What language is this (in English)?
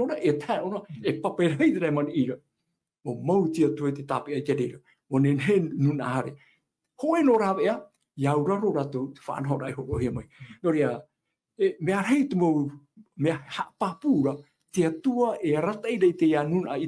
Tahitian